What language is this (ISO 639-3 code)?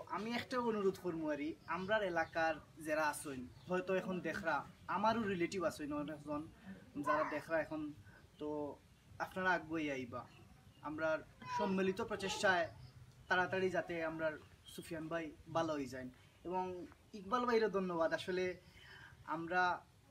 syl